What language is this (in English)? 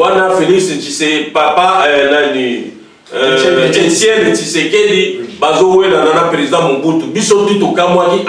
Lingala